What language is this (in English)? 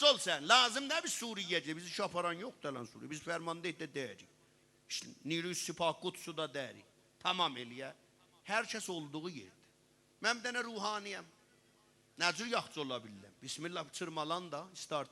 South Azerbaijani